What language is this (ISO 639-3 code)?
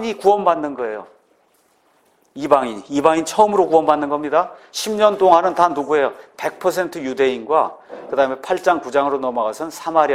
kor